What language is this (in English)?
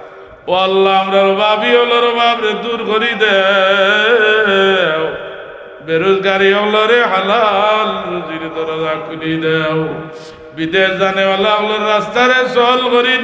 Sylheti